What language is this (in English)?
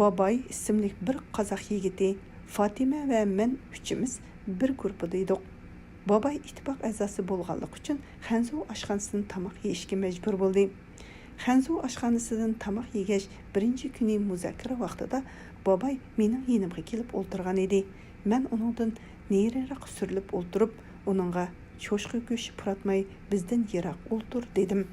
Uyghur